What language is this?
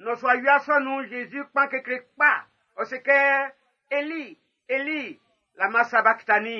Baoulé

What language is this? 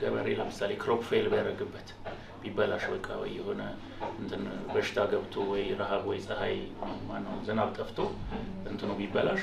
Amharic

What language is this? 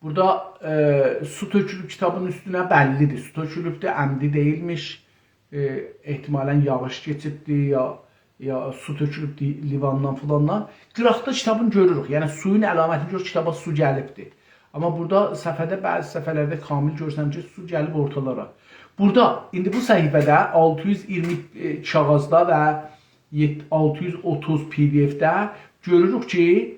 South Azerbaijani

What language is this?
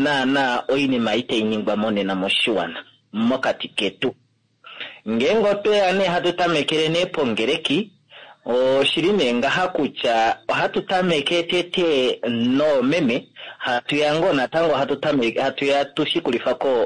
Kuanyama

